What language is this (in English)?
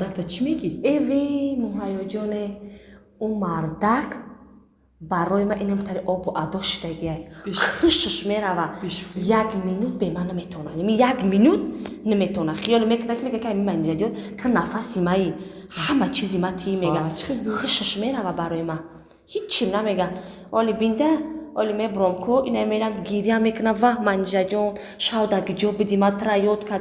Tajik